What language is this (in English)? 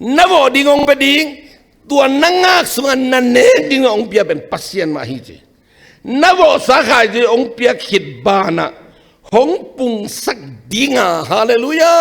Tedim Chin